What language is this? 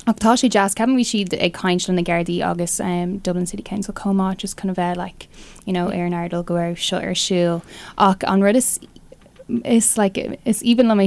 Irish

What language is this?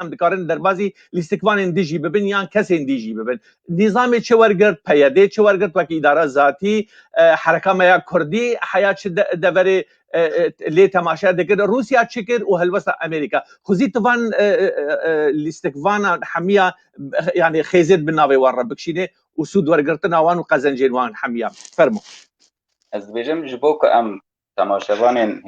Kurdish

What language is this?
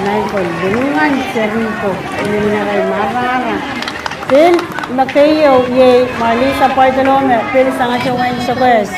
Pohnpeian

